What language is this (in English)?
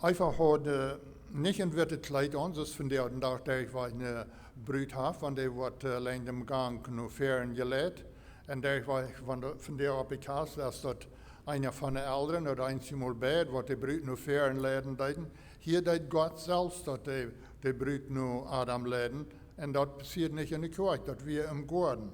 Plautdietsch